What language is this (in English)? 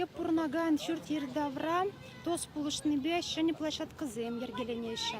Chuvash